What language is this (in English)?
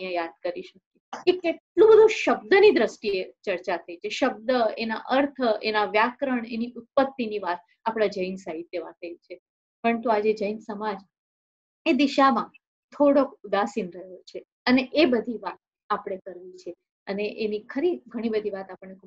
Gujarati